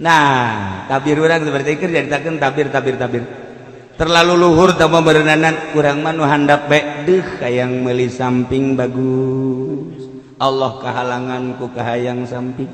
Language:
Sundanese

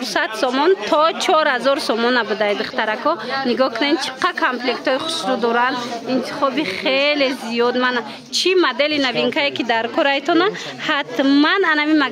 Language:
Tajik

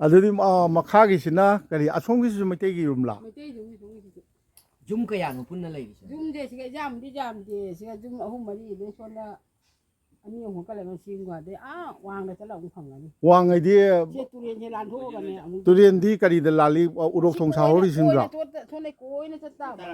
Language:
Manipuri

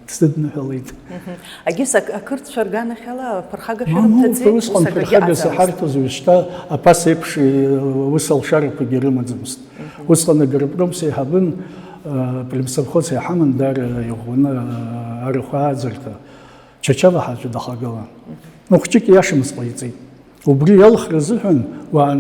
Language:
Abkhazian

